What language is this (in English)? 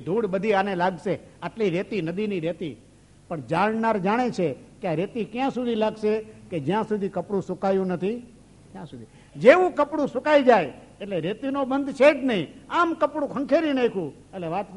Gujarati